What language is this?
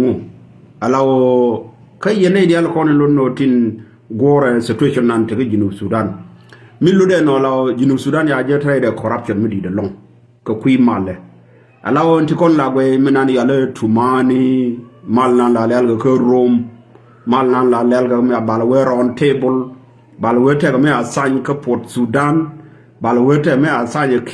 Nuer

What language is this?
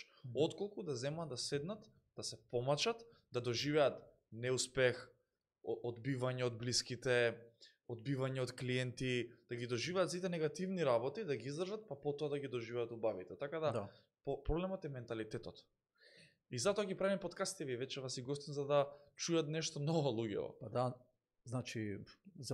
Macedonian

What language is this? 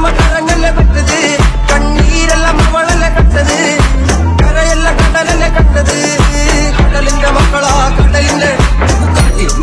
Malayalam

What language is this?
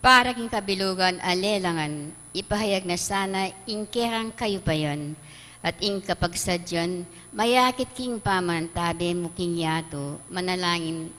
Pampanga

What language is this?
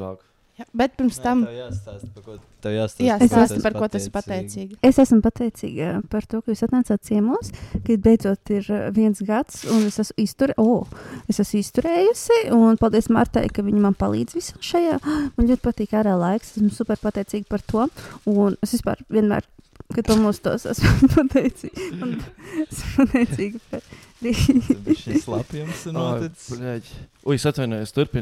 Latvian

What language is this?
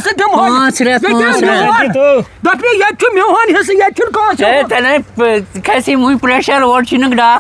Kashmiri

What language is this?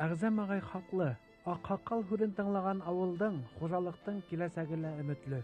Bashkir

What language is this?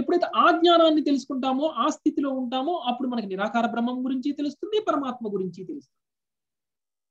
Telugu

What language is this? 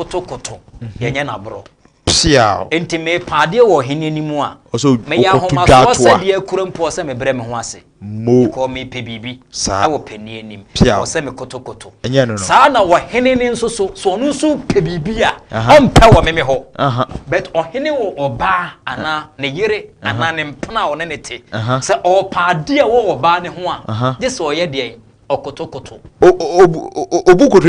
Akan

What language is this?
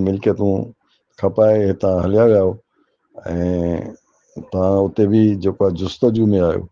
Sindhi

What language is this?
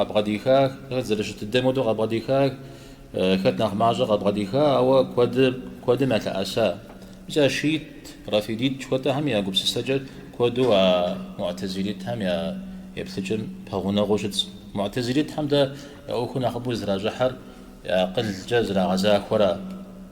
Kabardian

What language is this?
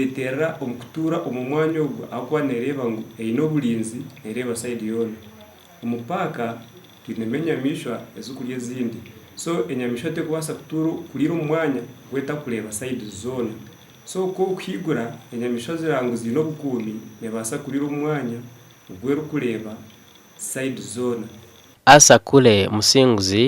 Nyankole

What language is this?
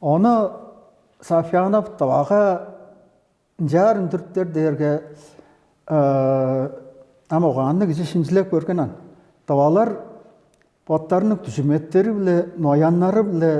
Tuvinian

